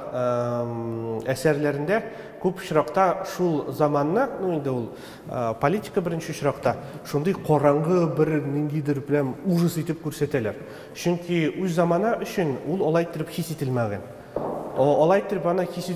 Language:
Tatar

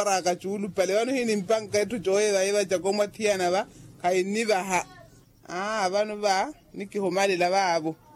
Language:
Makhuwa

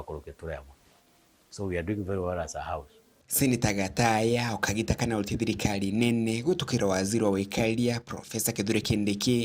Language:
Meru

